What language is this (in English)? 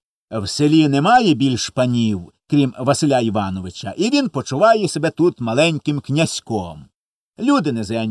Ukrainian